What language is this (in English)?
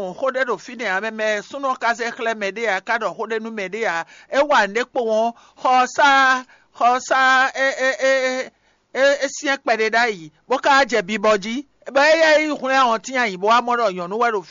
Fon